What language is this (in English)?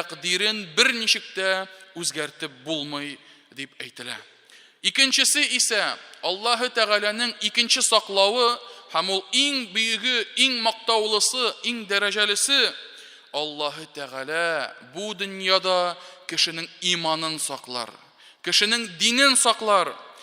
Tatar